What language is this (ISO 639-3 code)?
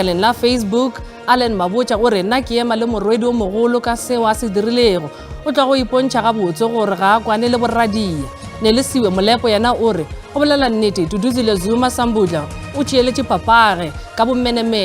nso